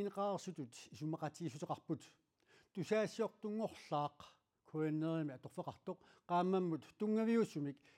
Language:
Kalaallisut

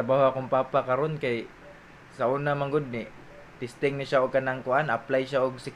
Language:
Cebuano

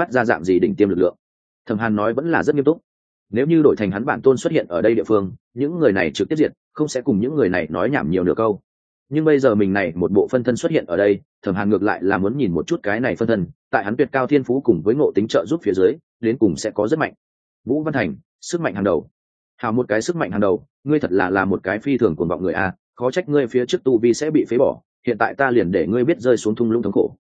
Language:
Vietnamese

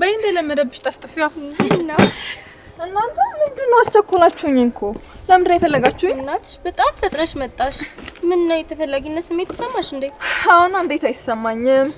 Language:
Amharic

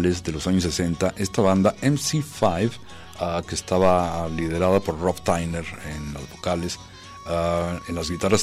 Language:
Spanish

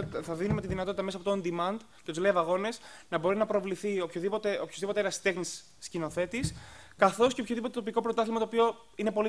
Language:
Greek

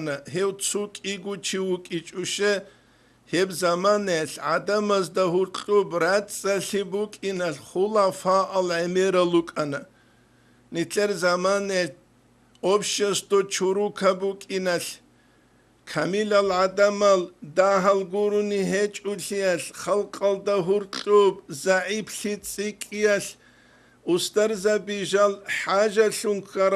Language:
Avaric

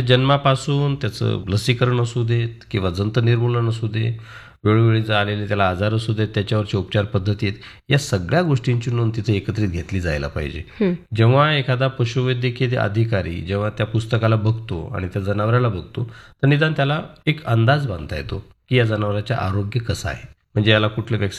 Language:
Marathi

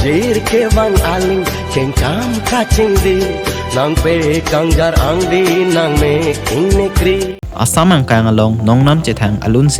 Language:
Karbi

